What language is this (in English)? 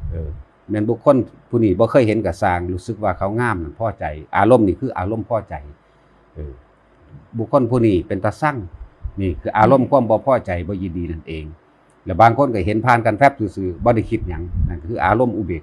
Northeastern Thai